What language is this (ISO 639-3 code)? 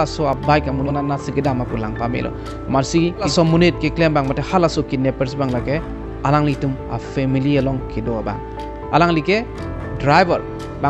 mjw